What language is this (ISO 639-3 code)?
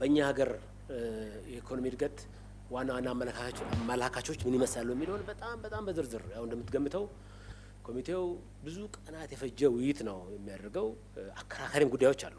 amh